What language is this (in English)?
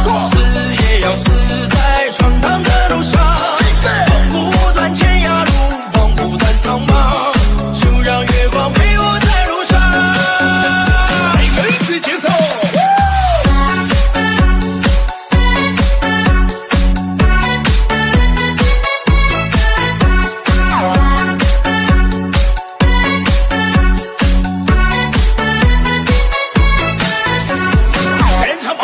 Chinese